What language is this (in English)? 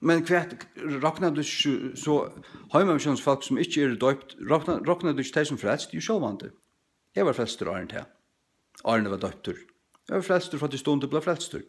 Faroese